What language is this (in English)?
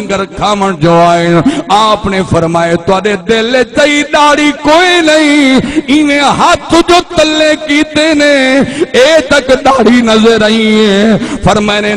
Saraiki